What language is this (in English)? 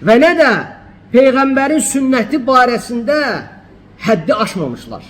Azerbaijani